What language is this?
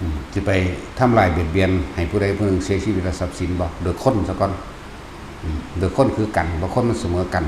Northeastern Thai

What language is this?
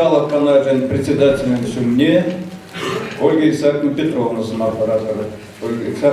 Chuvash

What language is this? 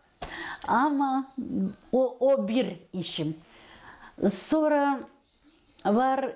Gagauz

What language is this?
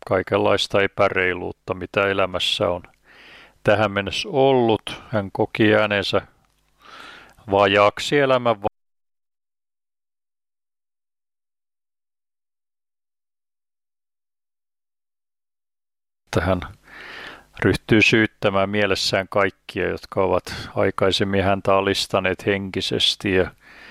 Finnish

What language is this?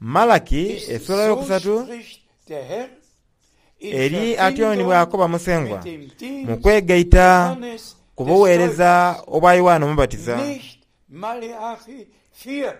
Soga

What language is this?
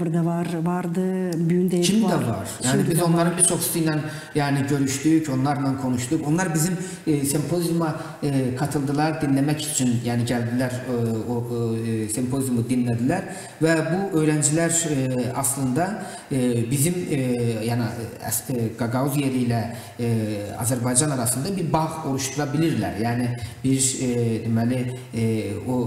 Gagauz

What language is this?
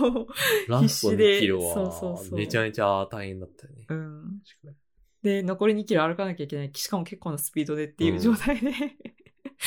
Japanese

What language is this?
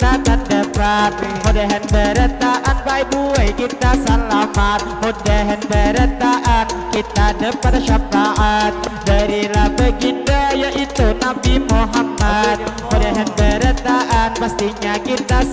Banjar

